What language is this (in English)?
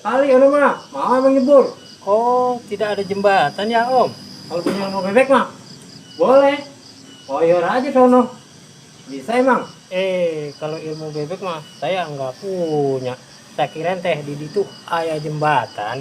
Betawi